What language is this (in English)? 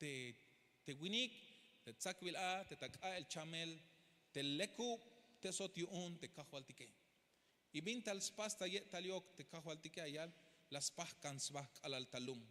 Tzeltal